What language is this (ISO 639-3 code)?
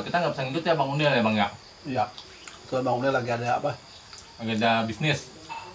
bew